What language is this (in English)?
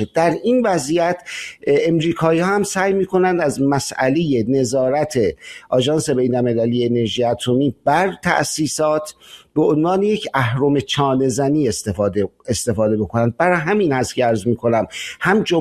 Persian